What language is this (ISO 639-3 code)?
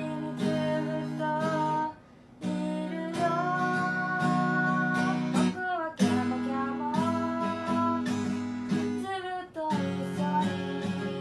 jpn